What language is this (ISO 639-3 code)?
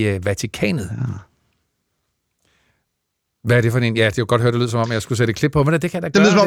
dan